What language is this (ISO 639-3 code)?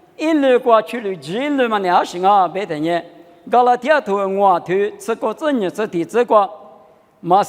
lis